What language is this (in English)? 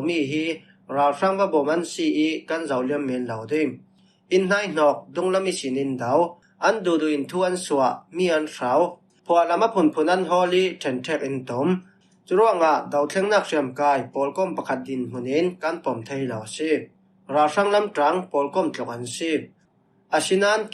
Falam Chin